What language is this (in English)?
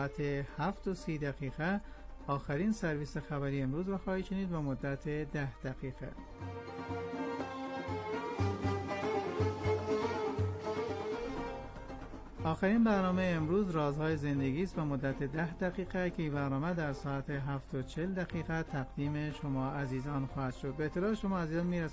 Persian